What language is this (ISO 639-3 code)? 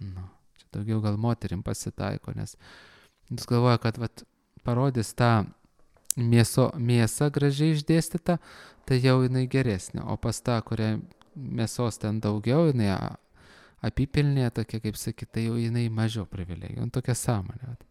lit